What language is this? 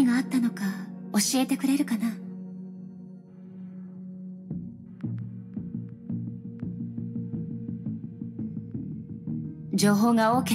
Japanese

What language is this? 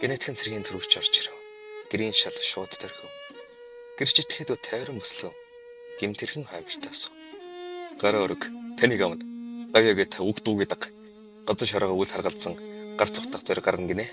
Mongolian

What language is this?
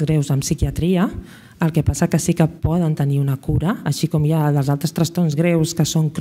Catalan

